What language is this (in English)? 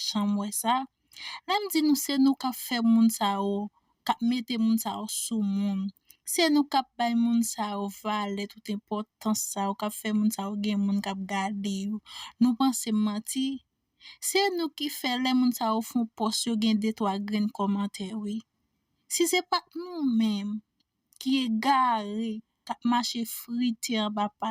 Haitian Creole